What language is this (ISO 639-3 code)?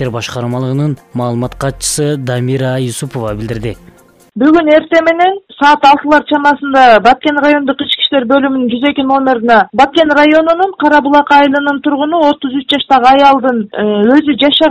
kir